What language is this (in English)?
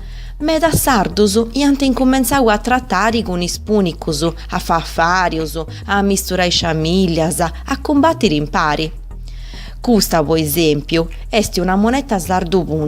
Sardinian